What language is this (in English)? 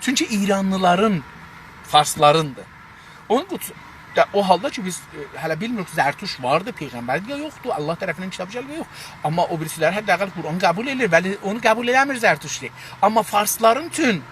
South Azerbaijani